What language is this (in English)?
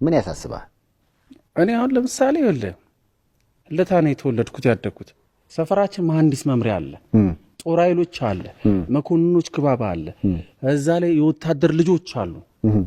Amharic